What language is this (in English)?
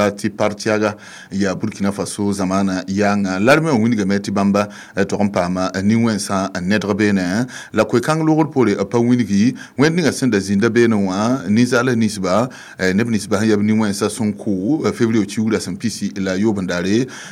Mossi